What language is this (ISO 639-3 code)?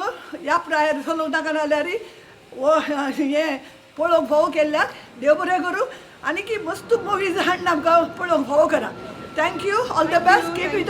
kok